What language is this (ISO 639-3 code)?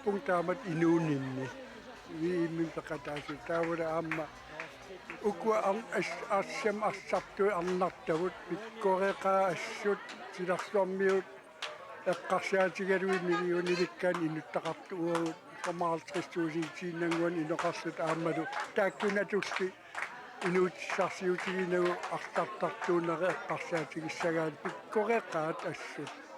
kal